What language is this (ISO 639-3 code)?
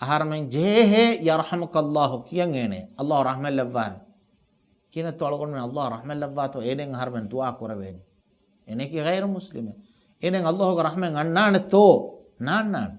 div